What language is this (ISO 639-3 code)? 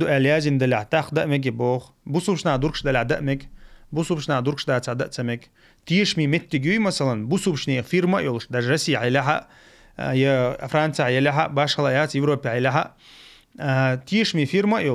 che